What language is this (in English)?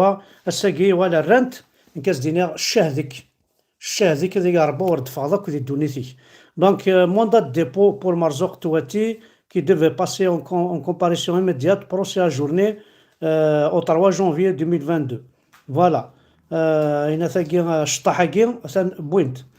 Kabyle